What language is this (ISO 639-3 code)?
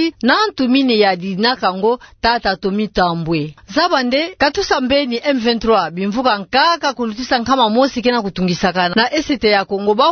ktu